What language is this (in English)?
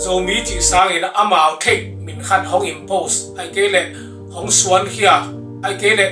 Tedim Chin